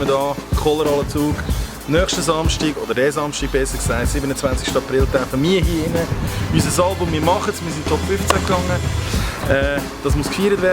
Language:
Swiss German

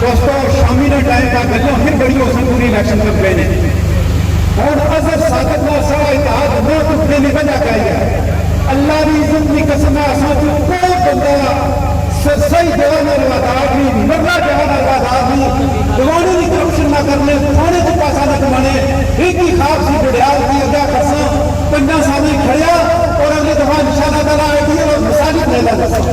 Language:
Pahari-Potwari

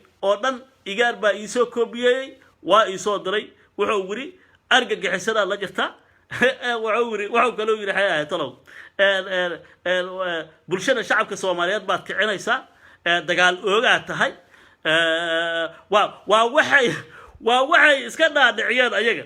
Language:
Somali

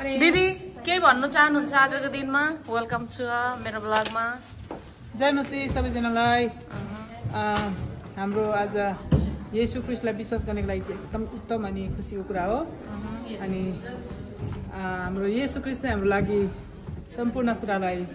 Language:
Nepali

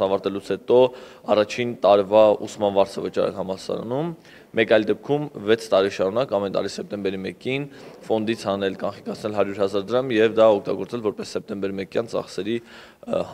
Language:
Armenian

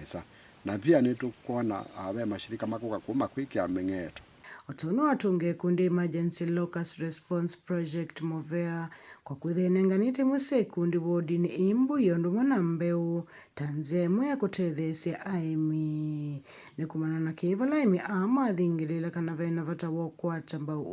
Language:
Kamba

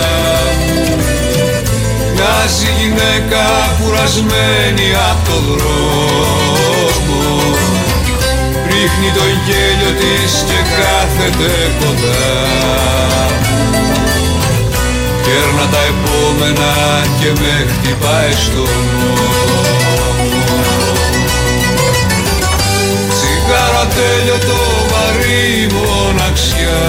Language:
Greek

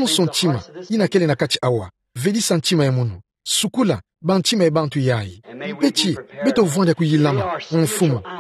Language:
Kituba (Democratic Republic of Congo)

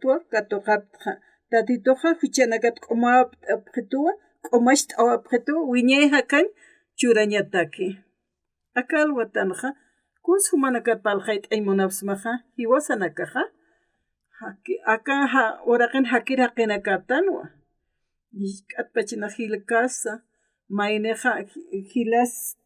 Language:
Aymara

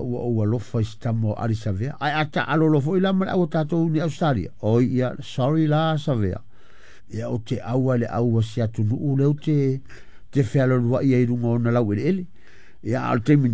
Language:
Samoan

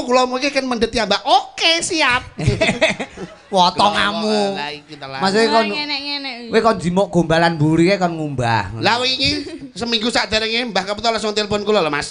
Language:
Javanese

